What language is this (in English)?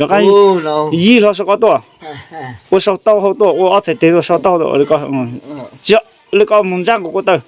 Hmong